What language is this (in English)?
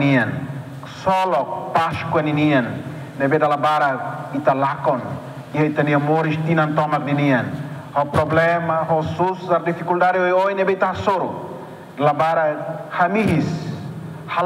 Tetum